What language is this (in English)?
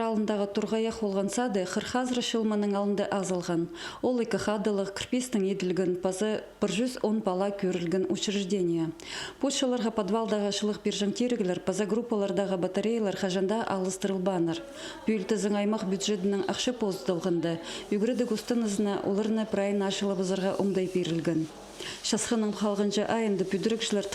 Khakas